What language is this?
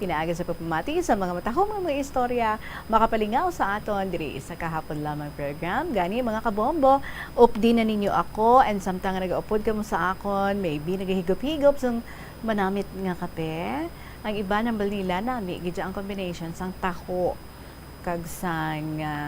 Hiligaynon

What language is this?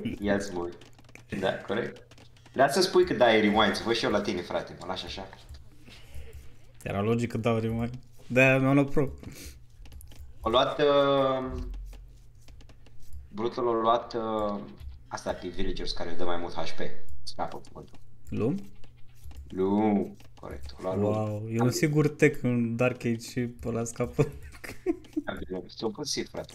Romanian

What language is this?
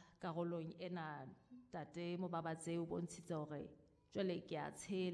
Southern Sotho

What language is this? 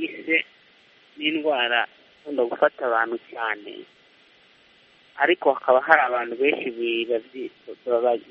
Kinyarwanda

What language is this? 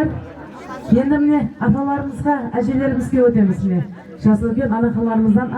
Kara-Kalpak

